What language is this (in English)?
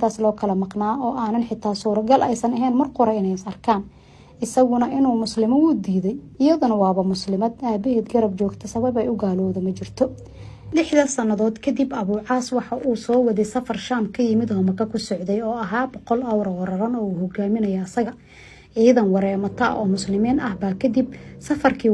Somali